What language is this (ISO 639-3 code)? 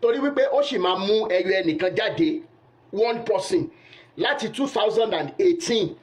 yor